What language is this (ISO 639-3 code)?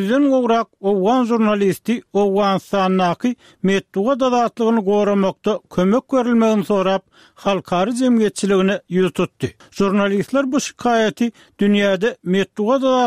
tuk